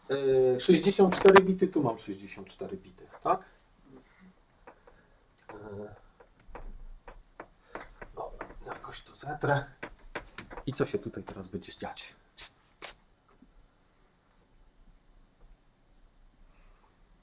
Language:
Polish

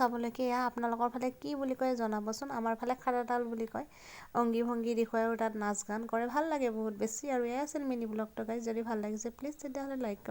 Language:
Assamese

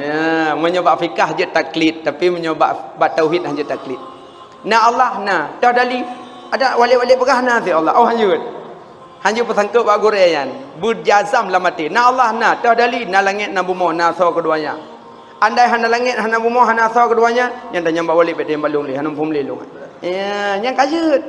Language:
Achinese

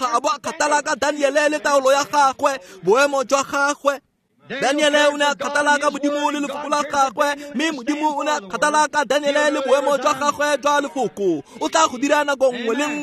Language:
Tswana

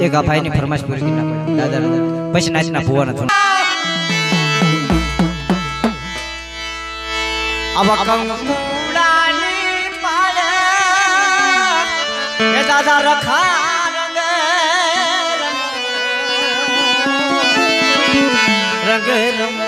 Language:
Gujarati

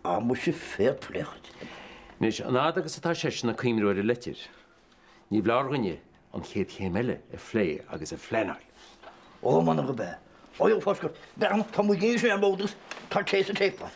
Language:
Irish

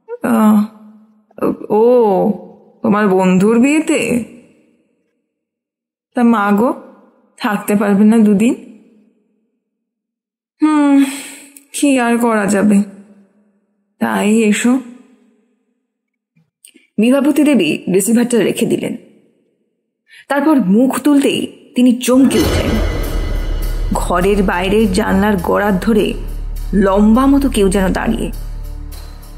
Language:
Bangla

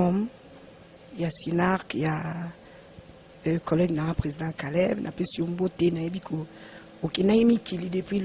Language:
Lingala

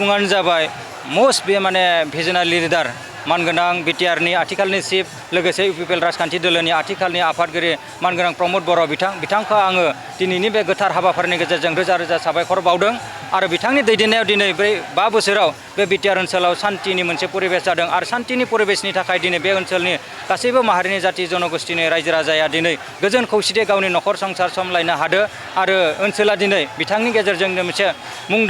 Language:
Bodo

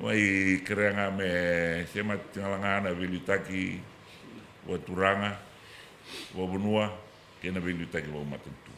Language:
Fijian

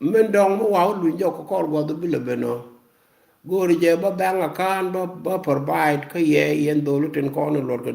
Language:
Nuer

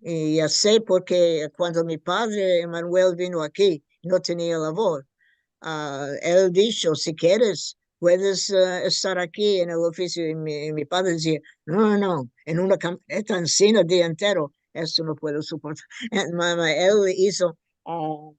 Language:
Ladino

